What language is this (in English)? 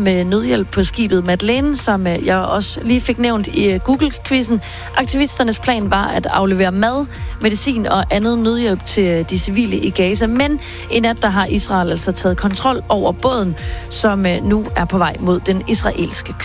Danish